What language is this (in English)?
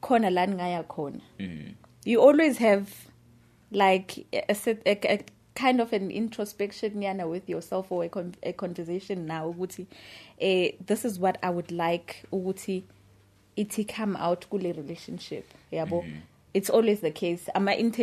Zulu